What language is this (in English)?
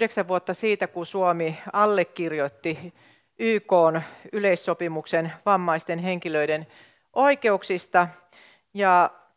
Finnish